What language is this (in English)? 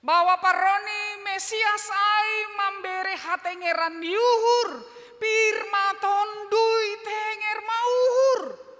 Batak Simalungun